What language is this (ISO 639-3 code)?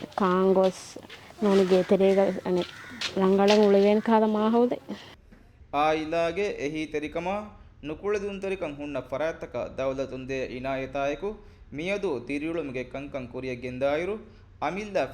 div